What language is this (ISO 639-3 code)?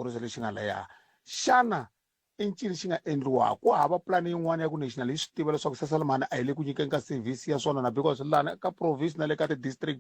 tso